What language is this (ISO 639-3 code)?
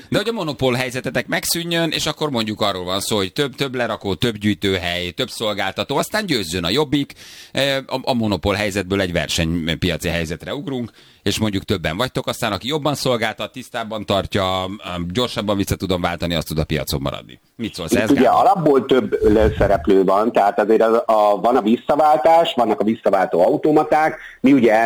hun